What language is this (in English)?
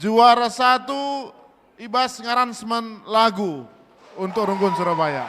Batak Karo